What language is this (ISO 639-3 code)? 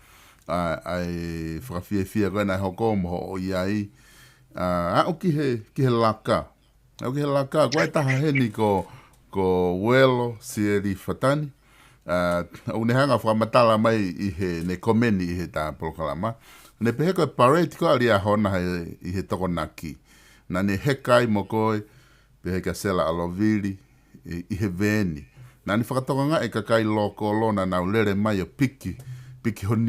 ton